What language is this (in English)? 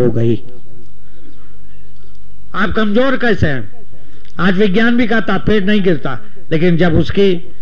Hindi